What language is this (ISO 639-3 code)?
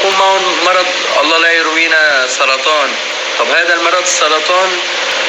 apc